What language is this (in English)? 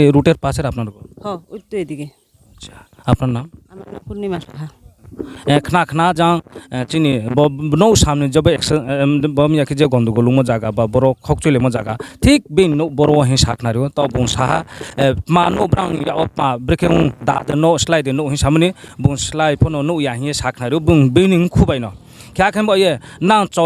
Riang (India)